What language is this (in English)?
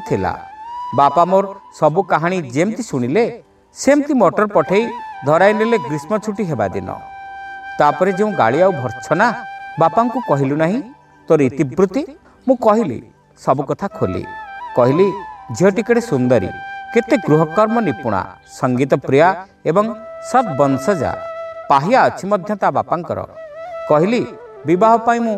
Odia